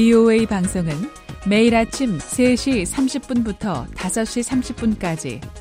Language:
Korean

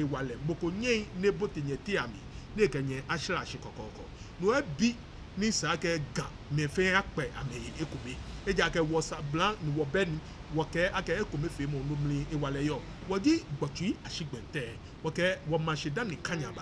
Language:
Ga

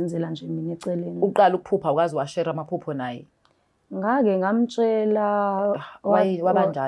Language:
Zulu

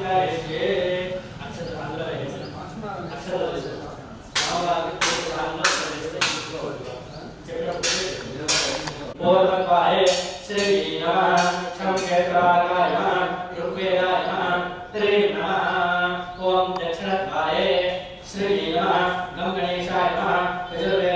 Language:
Sanskrit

